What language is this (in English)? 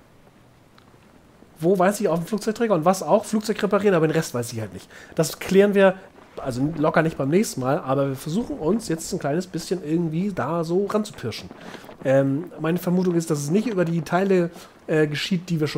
German